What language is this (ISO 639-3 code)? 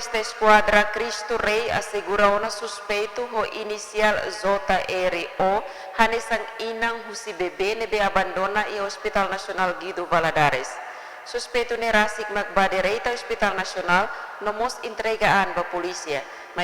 tet